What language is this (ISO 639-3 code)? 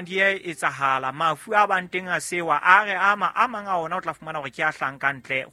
sot